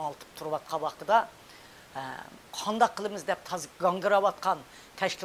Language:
Uyghur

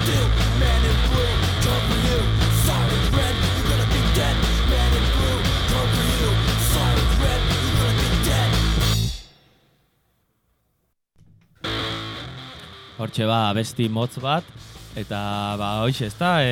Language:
Basque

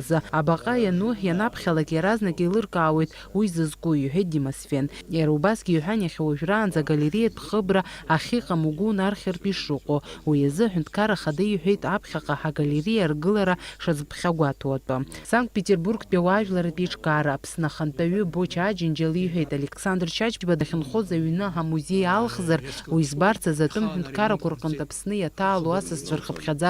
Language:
Abkhazian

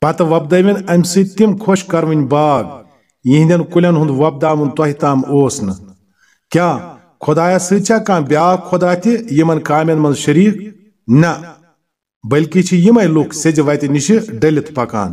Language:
Kashmiri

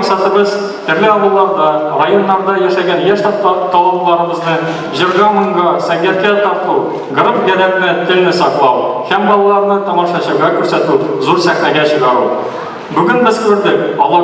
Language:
Tatar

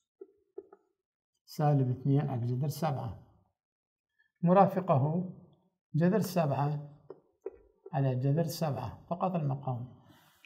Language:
Arabic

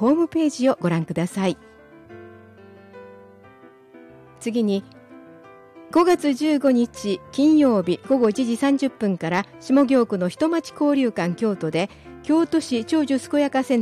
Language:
Japanese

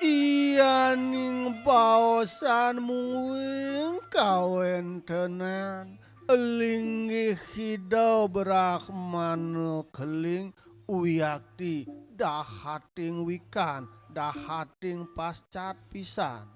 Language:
Balinese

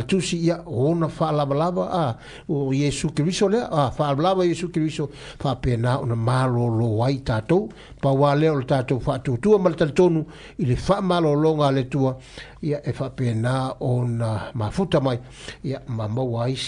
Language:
Samoan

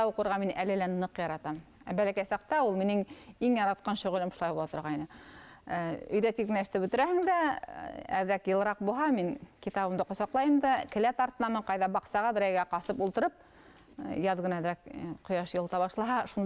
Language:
Bashkir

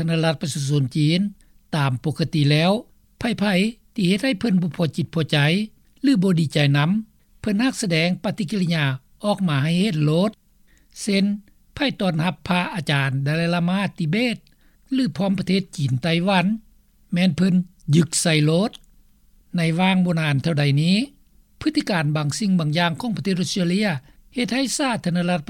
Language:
Lao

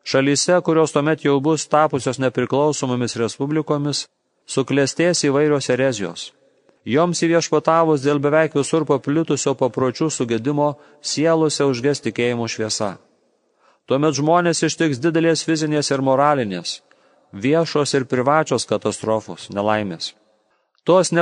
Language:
Lithuanian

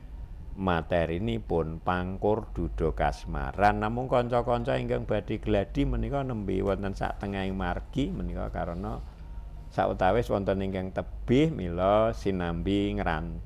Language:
Javanese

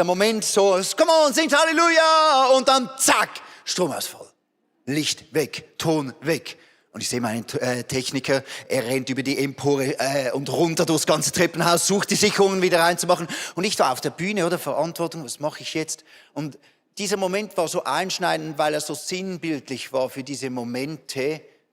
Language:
Swiss German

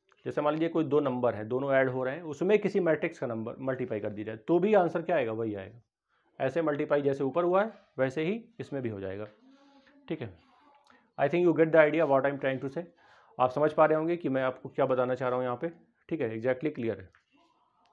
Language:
Hindi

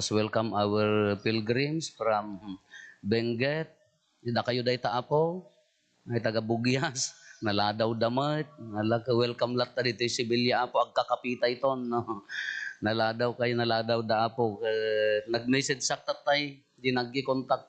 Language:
Iloko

